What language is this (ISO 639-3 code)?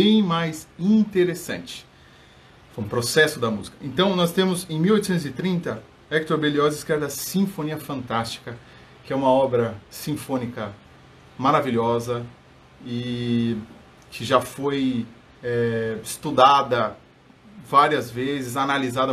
por